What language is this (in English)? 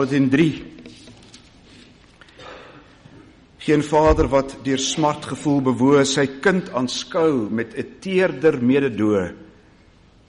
Afrikaans